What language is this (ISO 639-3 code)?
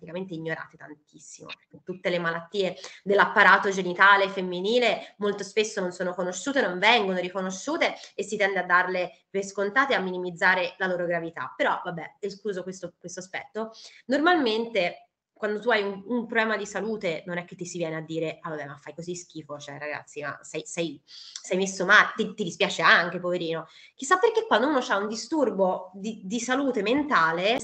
ita